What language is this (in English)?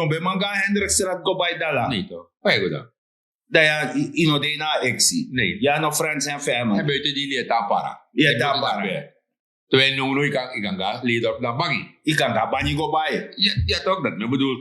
Sranan Tongo